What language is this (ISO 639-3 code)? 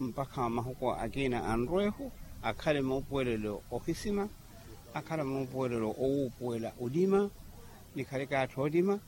vmw